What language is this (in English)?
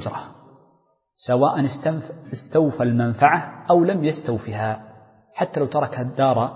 Arabic